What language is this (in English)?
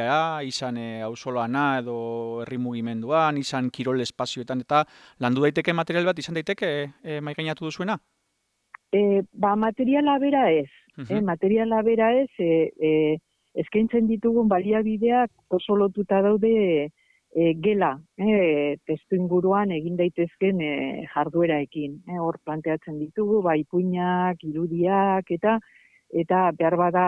Basque